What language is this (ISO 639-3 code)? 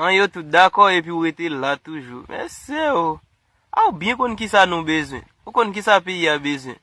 hat